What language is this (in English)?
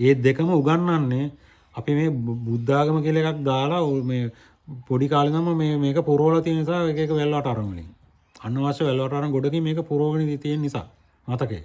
Sinhala